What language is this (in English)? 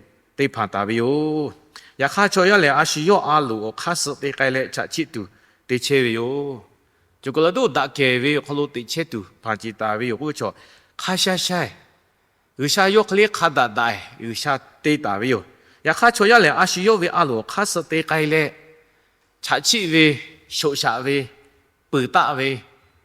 Lahu